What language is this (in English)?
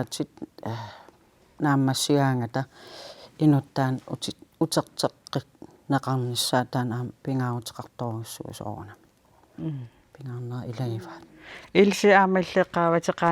Kalaallisut